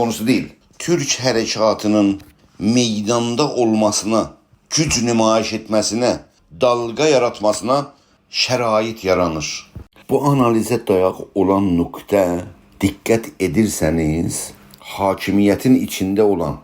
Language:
South Azerbaijani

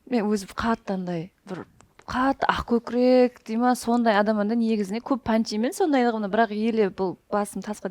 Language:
Kara-Kalpak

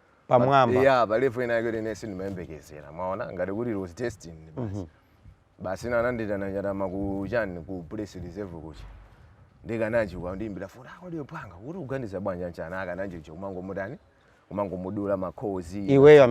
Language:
Nyanja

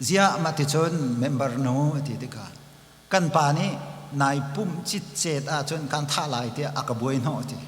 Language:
Hakha Chin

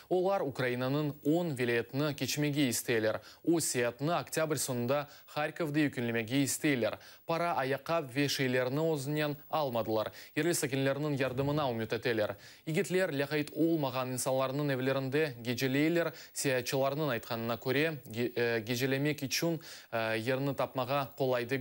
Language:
Crimean Tatar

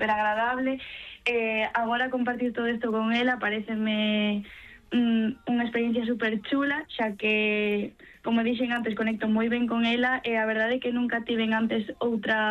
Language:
Galician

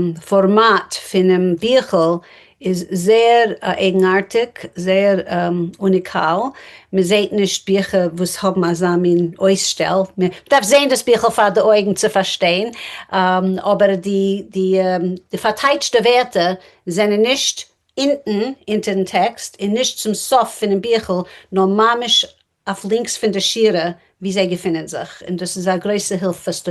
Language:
Yiddish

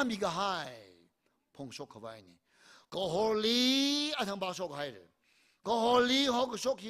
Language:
Tangkhul Naga (India)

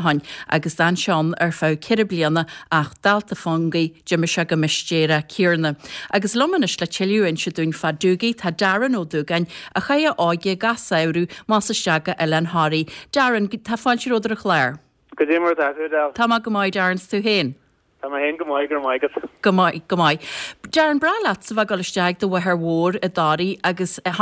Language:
Irish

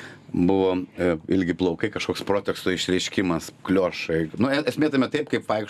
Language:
Lithuanian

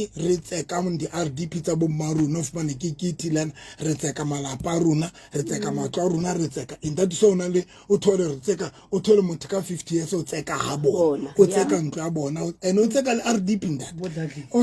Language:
Southern Sotho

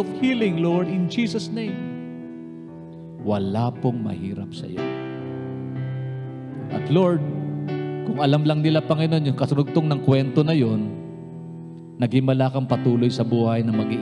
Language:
Filipino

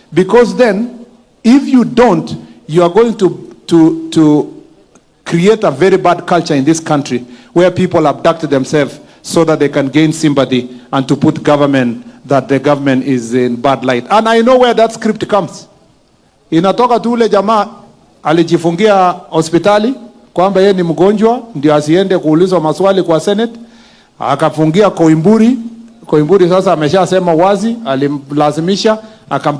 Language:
Gusii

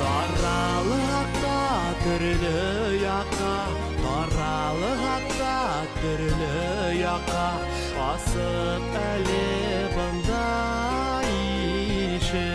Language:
Bashkir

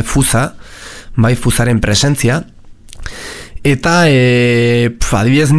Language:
Basque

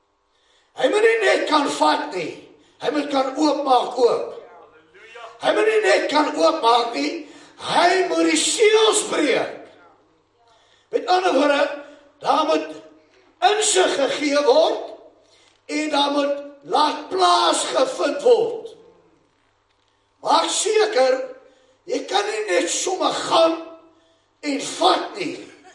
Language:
Afrikaans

